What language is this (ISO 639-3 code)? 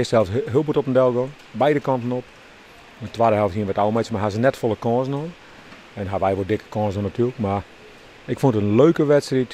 fry